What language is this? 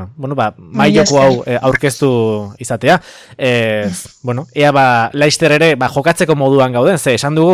Basque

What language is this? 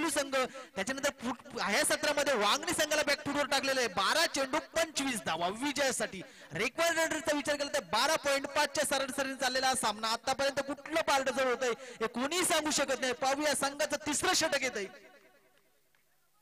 Marathi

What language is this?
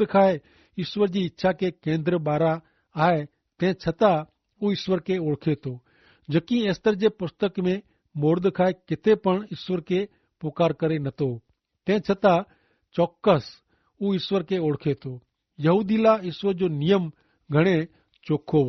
Kachhi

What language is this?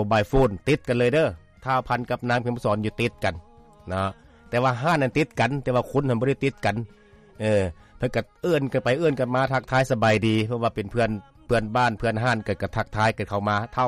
Lao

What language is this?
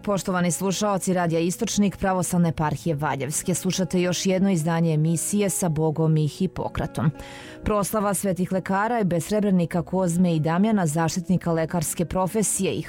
Serbian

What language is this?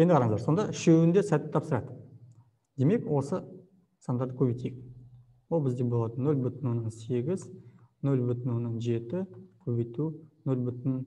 Kazakh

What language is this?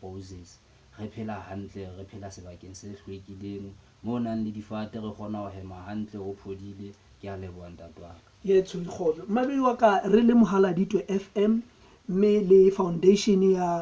Southern Sotho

